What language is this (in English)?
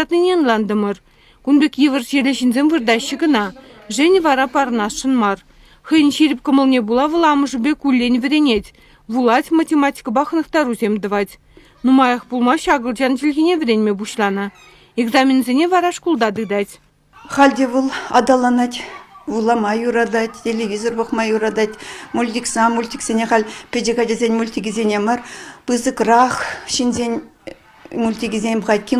Chuvash